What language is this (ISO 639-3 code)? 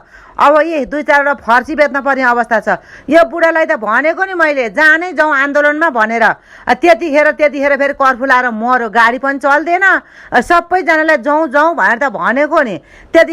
nep